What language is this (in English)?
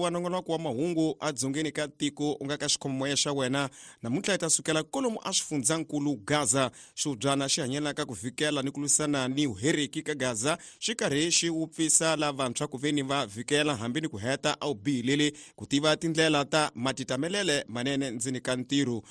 Tsonga